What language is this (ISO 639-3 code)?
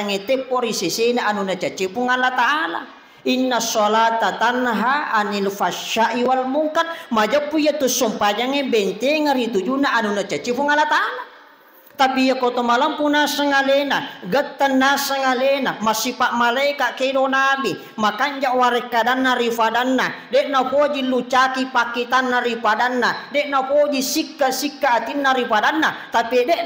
bug